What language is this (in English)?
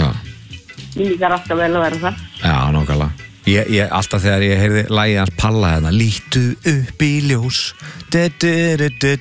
Icelandic